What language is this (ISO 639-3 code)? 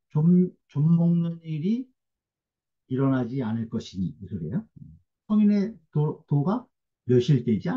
kor